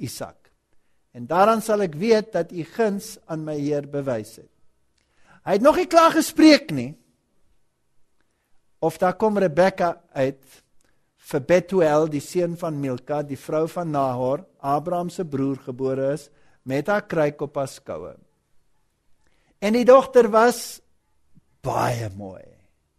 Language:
Afrikaans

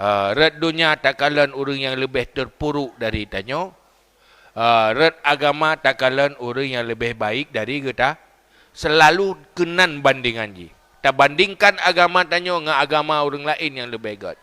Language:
Achinese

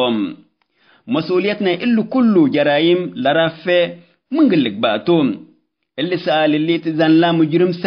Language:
Tigre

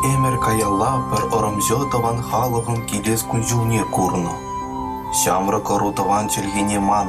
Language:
Chuvash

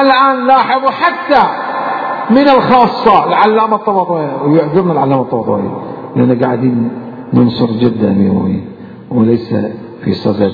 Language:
Mesopotamian Arabic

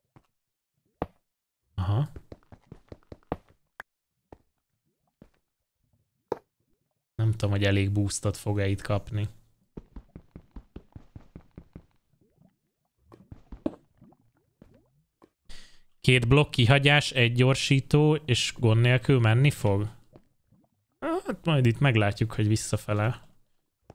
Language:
Hungarian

